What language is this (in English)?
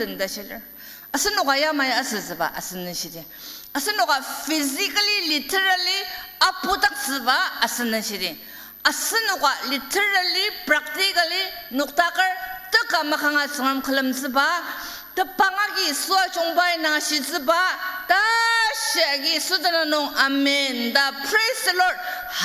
Ao Naga